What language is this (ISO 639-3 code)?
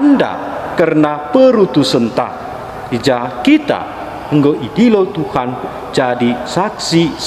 btx